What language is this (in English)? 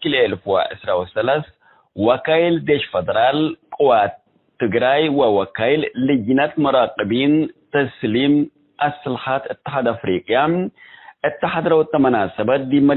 Tigre